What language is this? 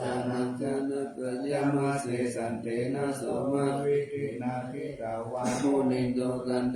Pali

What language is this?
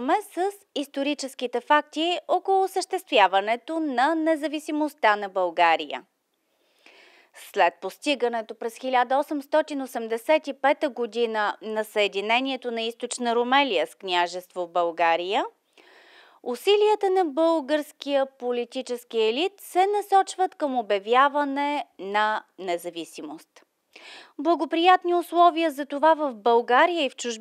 Bulgarian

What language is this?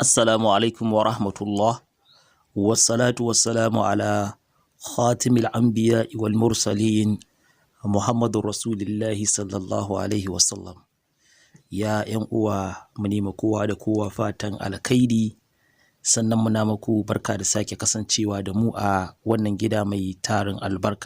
Hausa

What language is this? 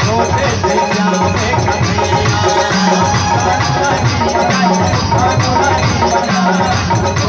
Chhattisgarhi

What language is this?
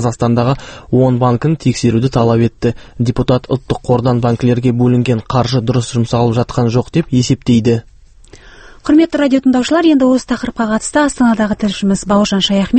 Kazakh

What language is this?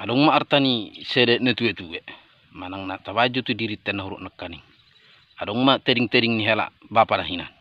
Batak Toba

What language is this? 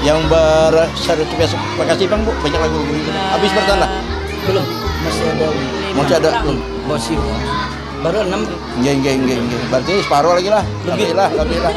Banjar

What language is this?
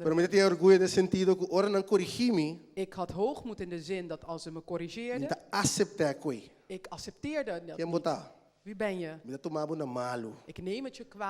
Papiamento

